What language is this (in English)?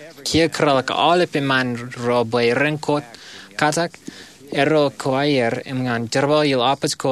Marshallese